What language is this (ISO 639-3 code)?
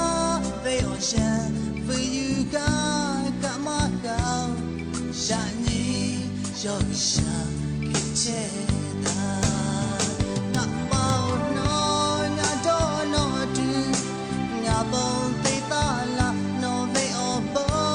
lhu